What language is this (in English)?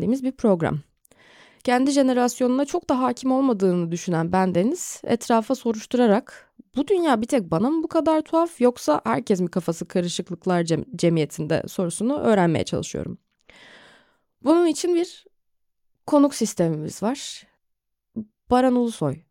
Turkish